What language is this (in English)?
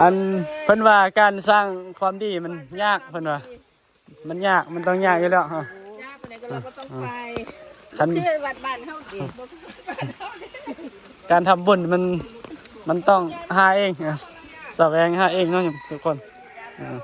Northeastern Thai